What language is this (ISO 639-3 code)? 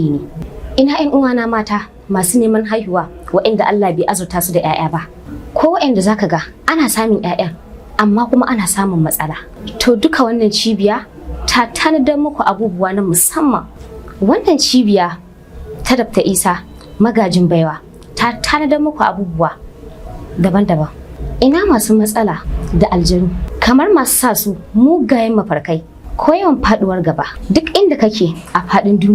hau